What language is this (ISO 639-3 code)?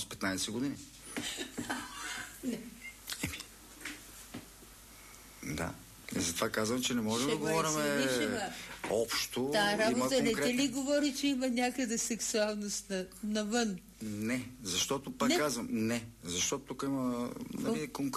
bul